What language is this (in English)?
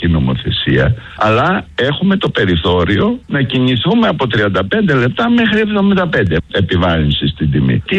Greek